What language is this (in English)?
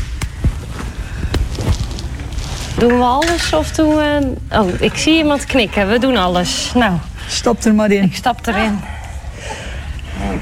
Dutch